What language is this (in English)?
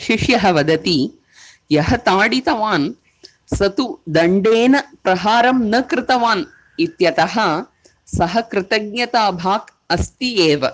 Sanskrit